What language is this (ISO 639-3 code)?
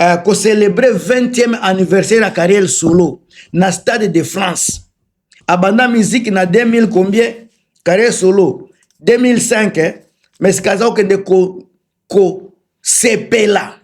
lin